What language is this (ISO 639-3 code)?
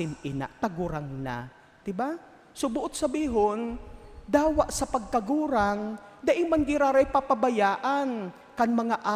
bik